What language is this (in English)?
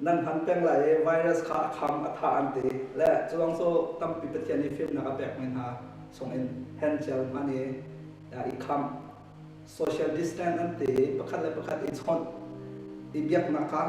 Hakha Chin